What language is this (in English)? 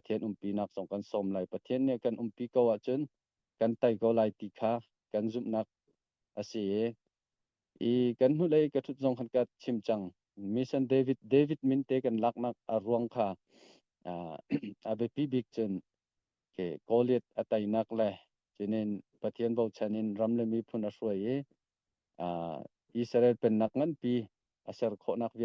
Hakha Chin